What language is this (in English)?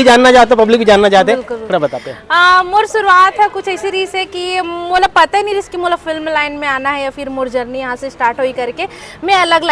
Chhattisgarhi